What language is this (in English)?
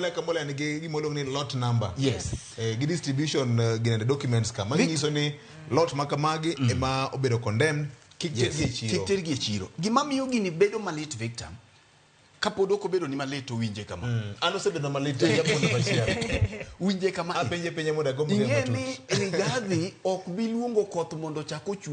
Luo (Kenya and Tanzania)